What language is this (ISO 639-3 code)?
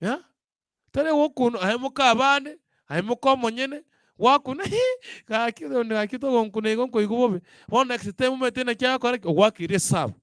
guz